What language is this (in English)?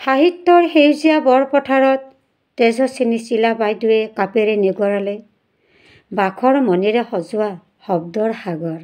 Assamese